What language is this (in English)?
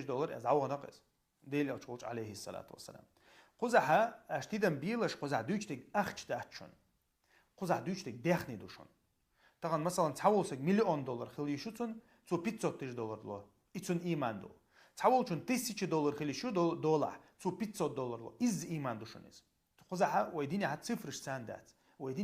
Chechen